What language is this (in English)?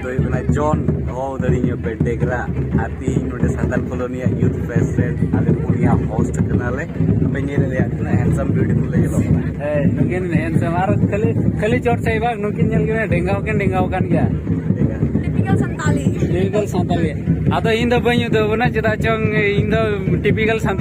Santali